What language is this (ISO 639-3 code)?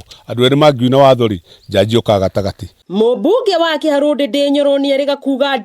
kik